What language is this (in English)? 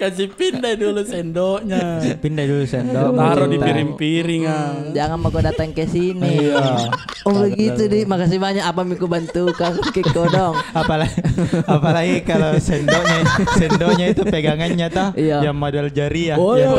Makassar Malay